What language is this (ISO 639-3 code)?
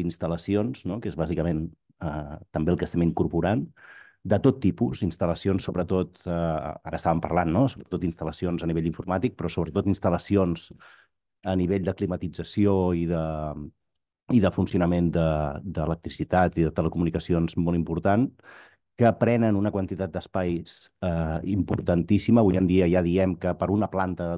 cat